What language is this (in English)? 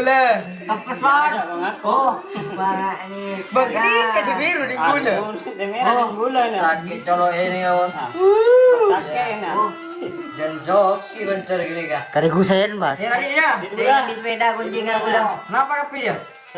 Madurese